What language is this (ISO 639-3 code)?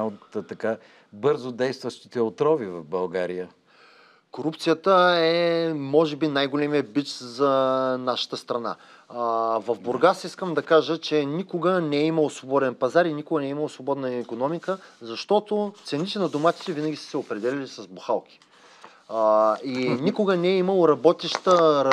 bul